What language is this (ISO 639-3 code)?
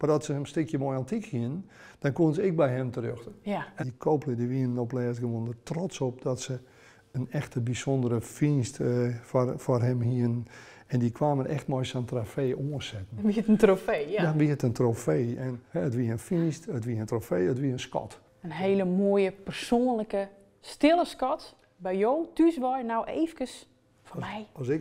fry